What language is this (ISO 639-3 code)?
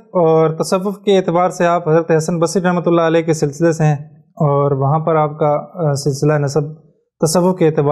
urd